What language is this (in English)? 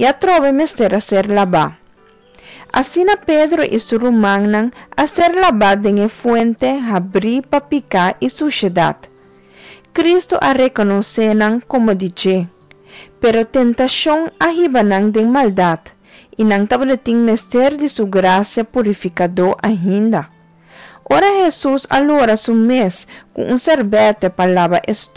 Papiamento